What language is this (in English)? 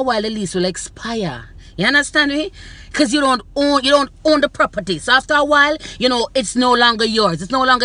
Jamaican Creole English